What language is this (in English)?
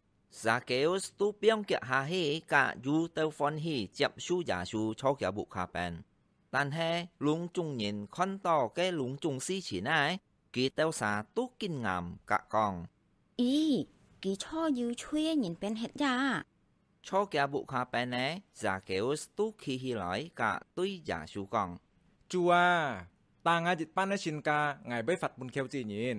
Hakka Chinese